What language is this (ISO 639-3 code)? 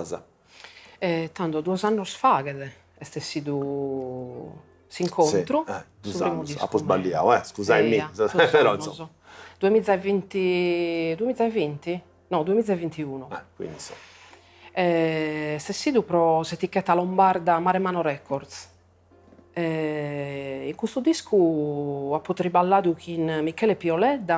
srd